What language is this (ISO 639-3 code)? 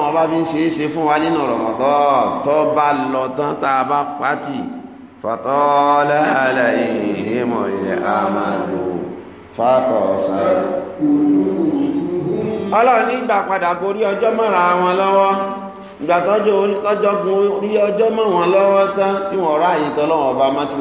yor